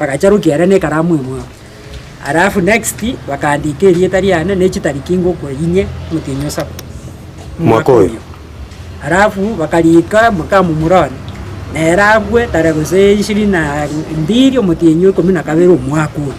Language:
Gusii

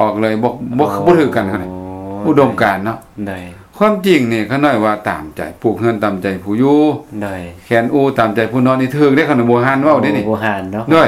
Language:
Lao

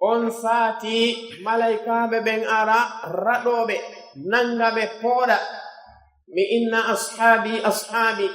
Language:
Pular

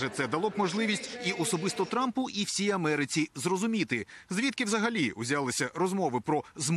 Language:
Ukrainian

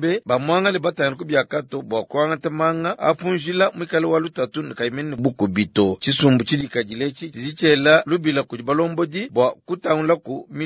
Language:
Luba-Lulua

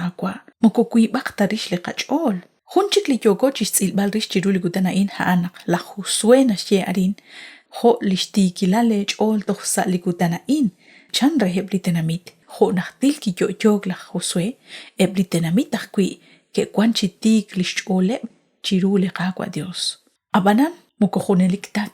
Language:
Kekchí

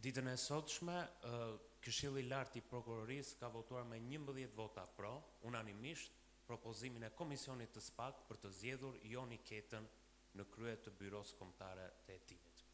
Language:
Albanian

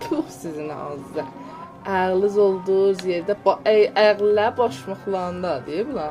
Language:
South Azerbaijani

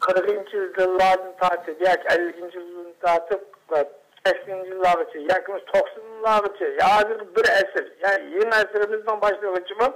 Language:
Uyghur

